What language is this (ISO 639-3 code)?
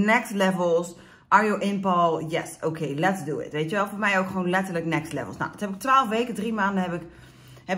nld